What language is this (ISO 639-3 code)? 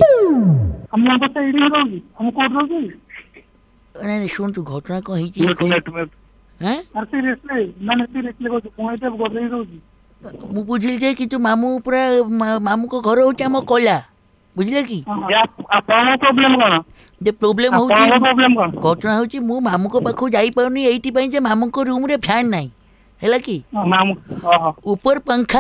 ori